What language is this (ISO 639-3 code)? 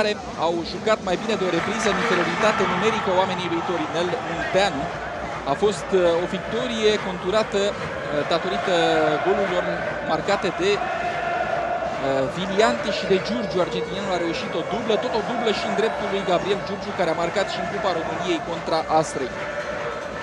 ron